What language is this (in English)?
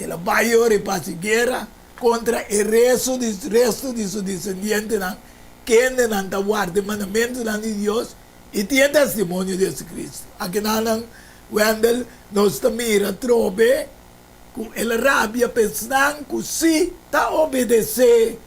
Papiamento